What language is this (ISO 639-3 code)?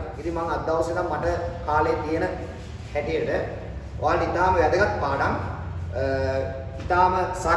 sin